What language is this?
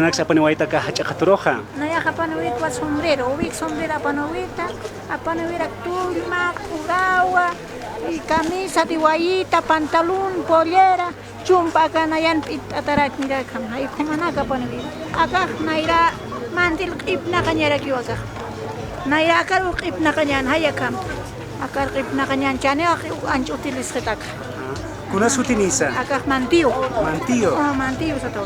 Aymara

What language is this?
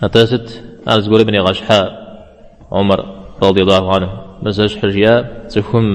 Kabardian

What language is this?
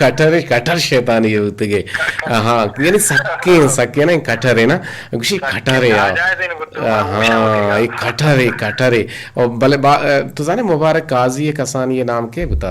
Eastern Balochi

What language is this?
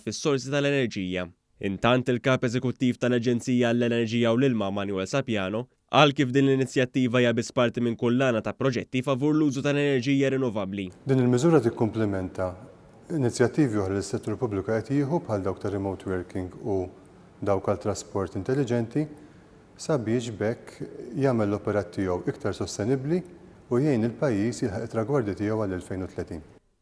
Maltese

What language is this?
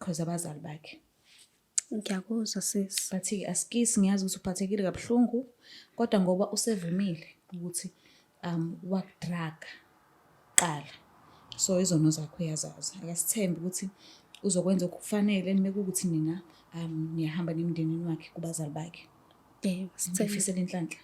Zulu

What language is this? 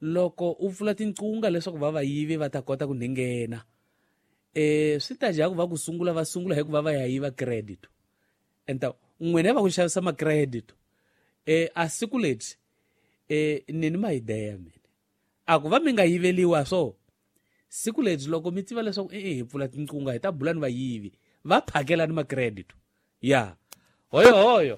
Tsonga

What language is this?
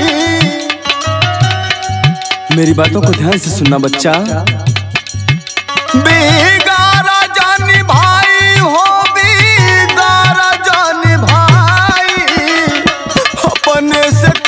Bhojpuri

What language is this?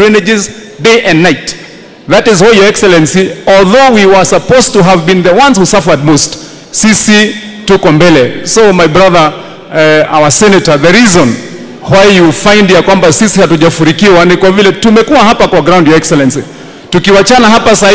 Swahili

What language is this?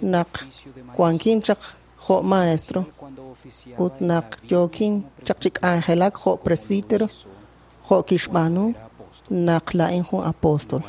Kekchí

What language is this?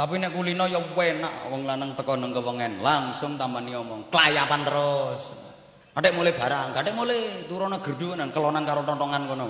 Javanese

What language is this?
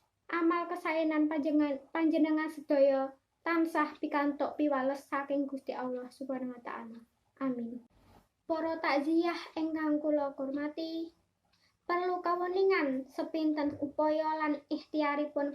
Javanese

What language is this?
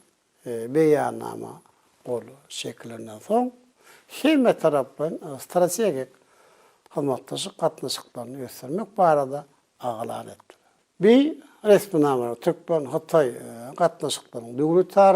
Turkmen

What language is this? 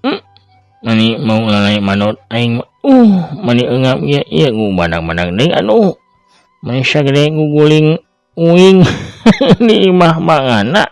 Sundanese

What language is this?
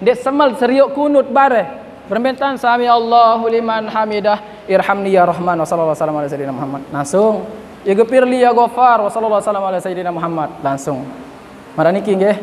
Sasak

